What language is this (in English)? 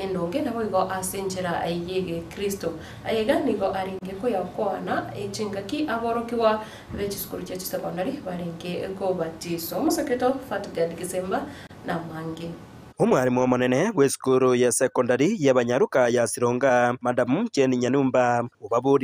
Gusii